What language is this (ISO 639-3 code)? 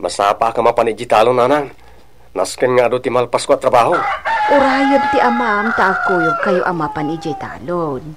ilo